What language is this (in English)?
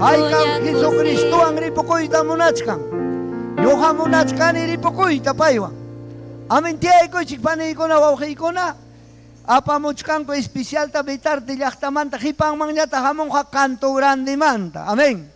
Ayacucho Quechua